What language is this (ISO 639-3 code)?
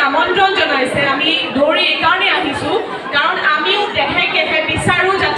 asm